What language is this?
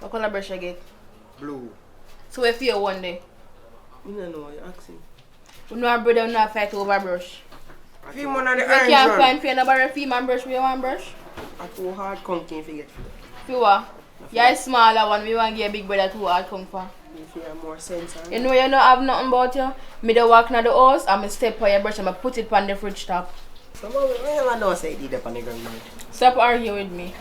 Jamaican Creole English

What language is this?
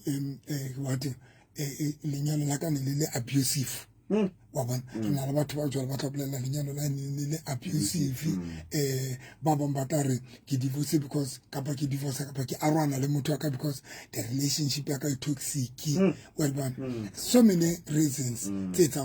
Southern Sotho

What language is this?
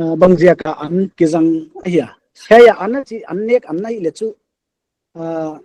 Paite Chin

